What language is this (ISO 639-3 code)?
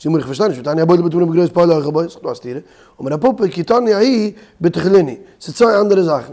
yid